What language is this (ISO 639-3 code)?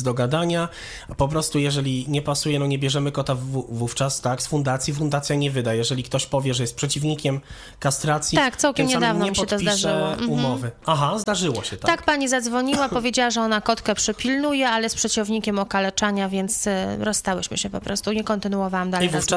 pol